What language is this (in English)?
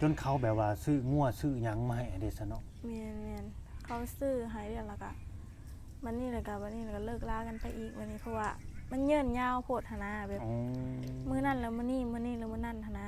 Lao